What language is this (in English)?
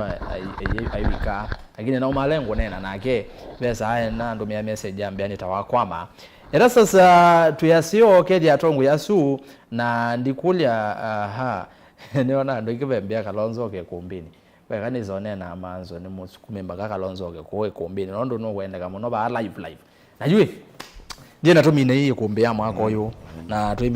Kamba